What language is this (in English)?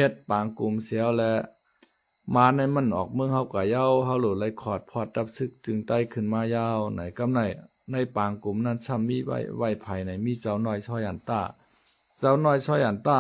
Shan